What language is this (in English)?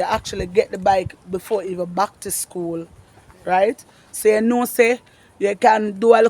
Jamaican Creole English